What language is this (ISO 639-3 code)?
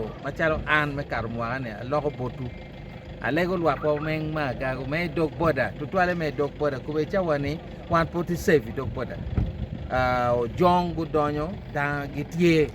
ach